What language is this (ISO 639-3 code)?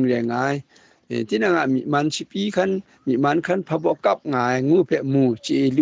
kac